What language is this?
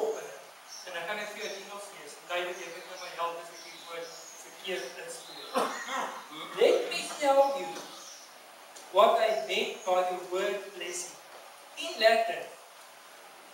Afrikaans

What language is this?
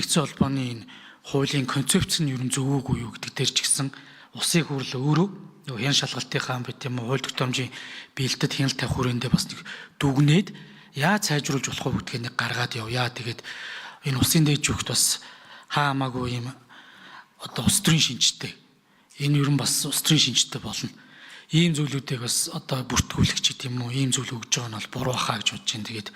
Mongolian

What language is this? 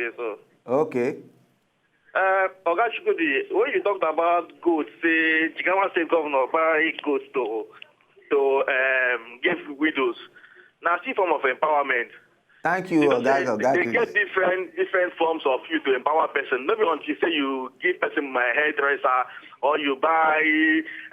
Nigerian Pidgin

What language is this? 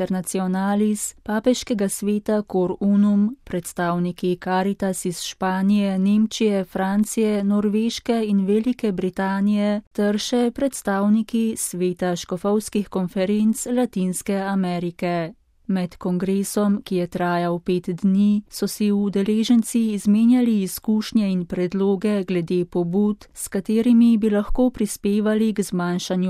Slovenian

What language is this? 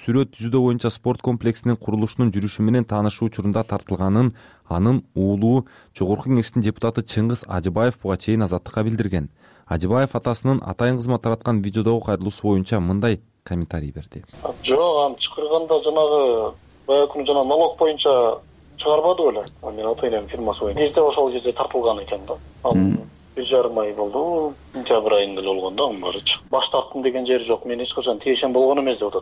Kyrgyz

